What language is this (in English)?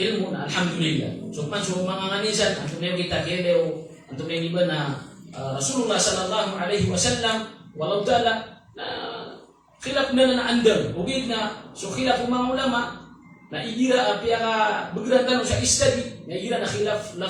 Maranao